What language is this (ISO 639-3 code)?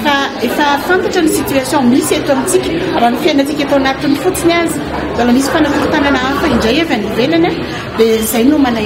mlg